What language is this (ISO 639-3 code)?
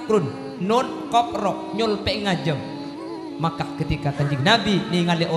mad